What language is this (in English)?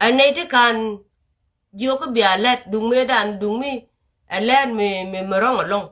Nuer